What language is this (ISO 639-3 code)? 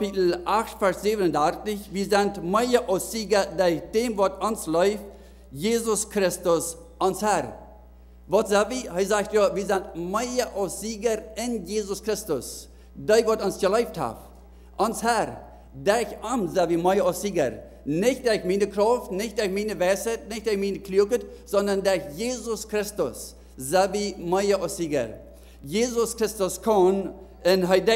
pdt